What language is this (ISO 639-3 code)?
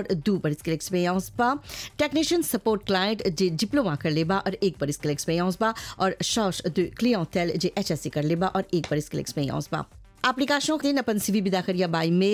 bho